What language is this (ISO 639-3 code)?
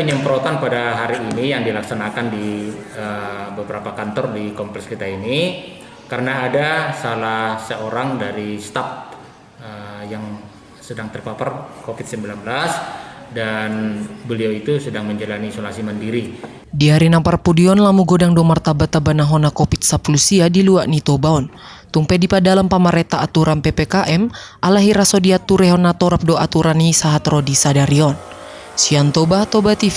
bbc